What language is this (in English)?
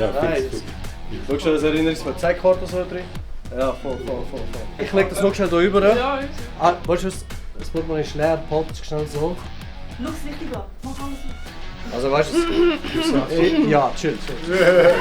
Swiss German